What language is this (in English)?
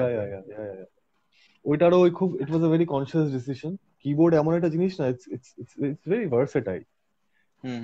Bangla